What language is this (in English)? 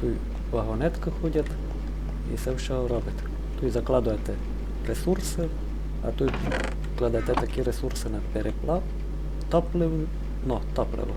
Rusyn